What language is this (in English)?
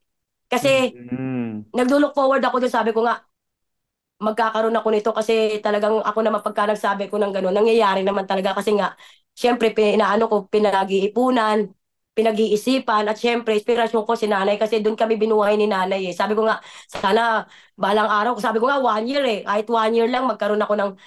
Filipino